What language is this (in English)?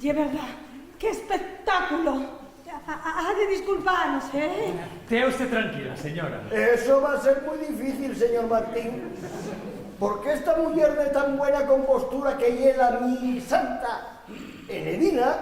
Asturian